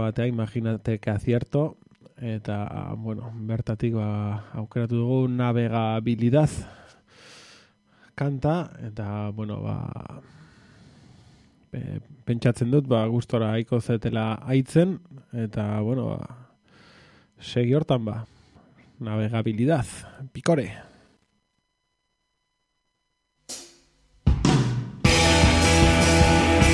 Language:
Basque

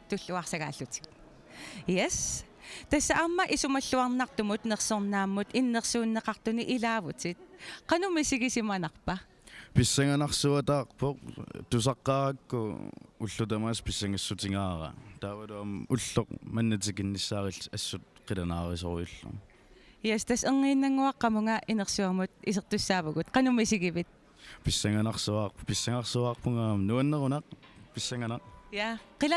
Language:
Kalaallisut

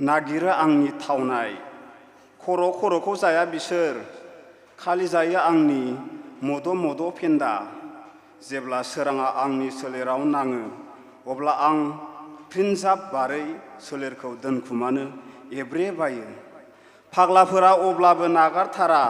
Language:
Bodo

